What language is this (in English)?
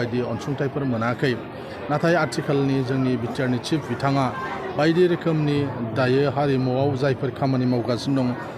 Bodo